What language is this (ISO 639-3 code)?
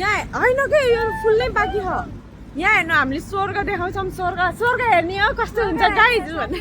nep